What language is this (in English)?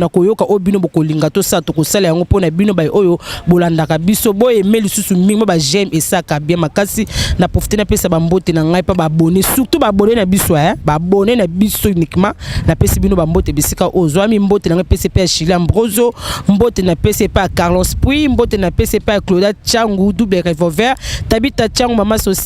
Lingala